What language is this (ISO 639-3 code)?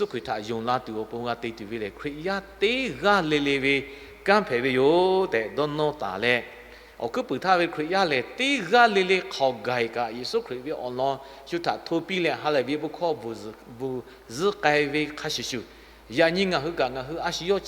lhu